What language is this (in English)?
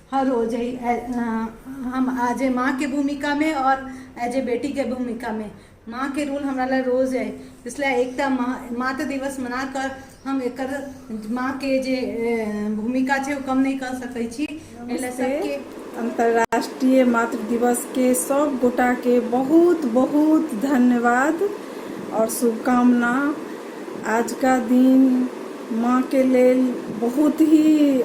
Maithili